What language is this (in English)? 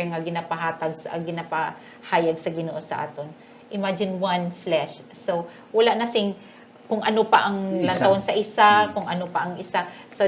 Hiligaynon